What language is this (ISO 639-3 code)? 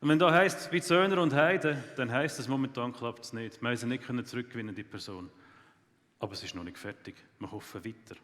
gsw